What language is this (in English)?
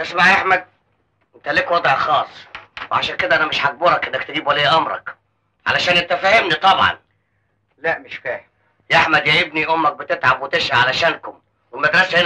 Egyptian Arabic